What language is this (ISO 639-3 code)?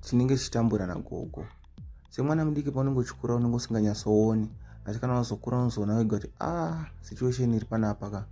sna